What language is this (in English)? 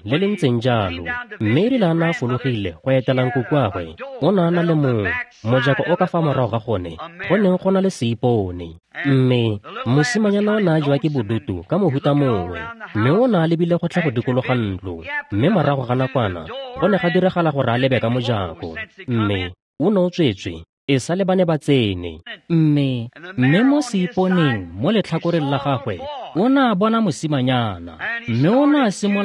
Tswana